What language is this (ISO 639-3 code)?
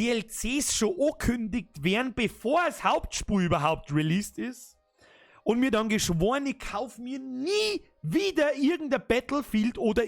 bar